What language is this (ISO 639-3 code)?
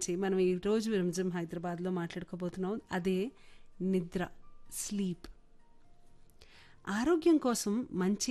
tel